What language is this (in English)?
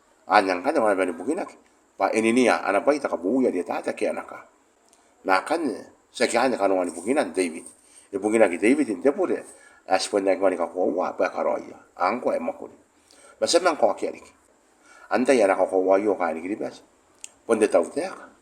Gilbertese